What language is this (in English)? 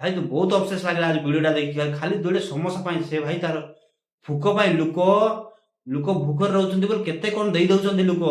Odia